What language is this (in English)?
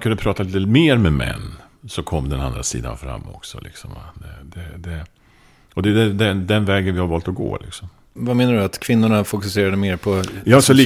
Swedish